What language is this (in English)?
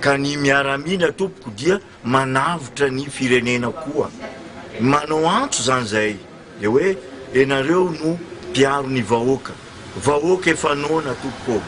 Malagasy